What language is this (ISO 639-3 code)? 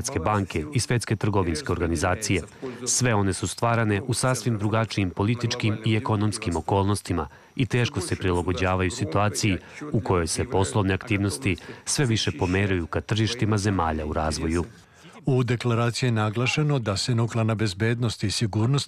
srp